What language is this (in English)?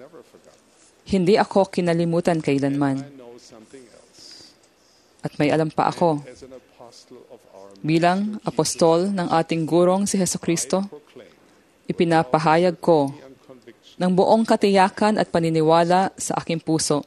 Filipino